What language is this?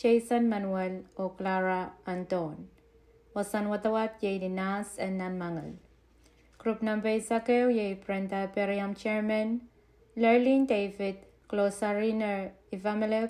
Pohnpeian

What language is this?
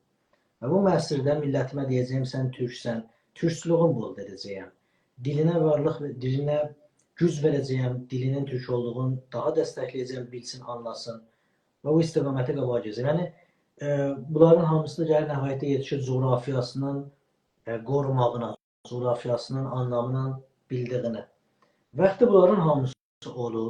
South Azerbaijani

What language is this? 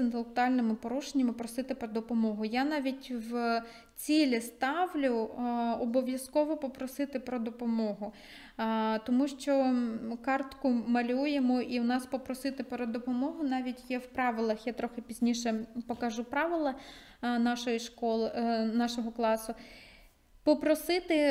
Ukrainian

